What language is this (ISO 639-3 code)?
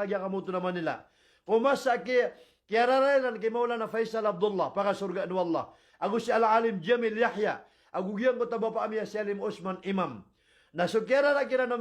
mrw